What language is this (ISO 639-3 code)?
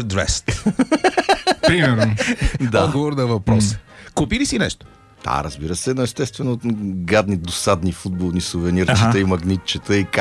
bul